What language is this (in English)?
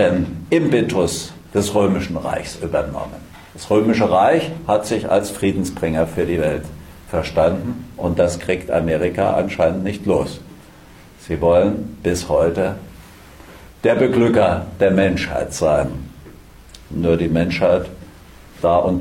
German